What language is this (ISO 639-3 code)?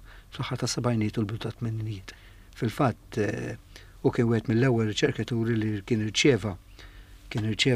mlt